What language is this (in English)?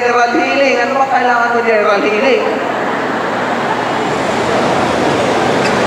Filipino